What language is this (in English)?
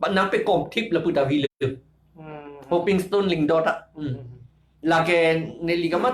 Karbi